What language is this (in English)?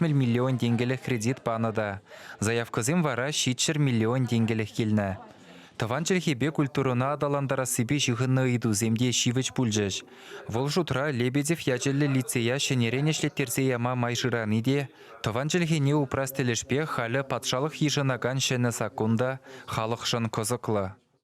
Chuvash